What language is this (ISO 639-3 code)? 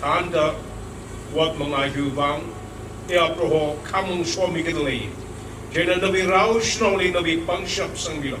nmf